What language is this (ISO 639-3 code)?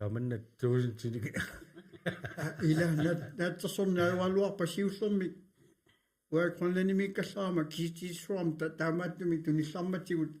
kal